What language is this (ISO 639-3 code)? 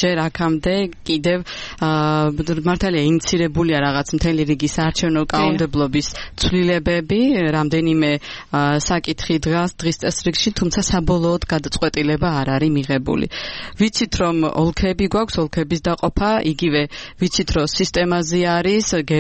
kat